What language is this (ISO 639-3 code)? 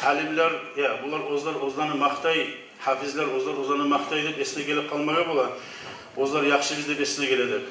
kum